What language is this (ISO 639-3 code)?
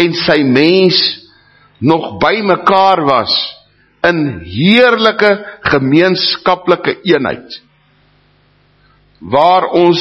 afr